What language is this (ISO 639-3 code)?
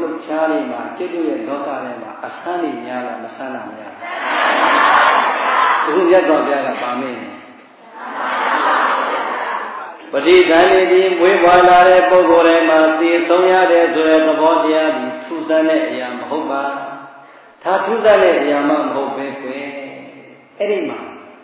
mya